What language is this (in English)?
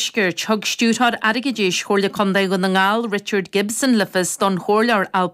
Irish